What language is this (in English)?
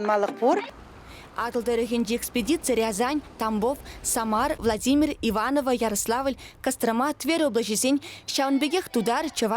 Chuvash